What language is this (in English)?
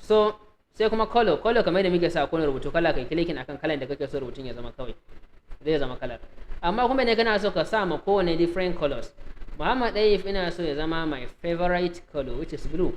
Hausa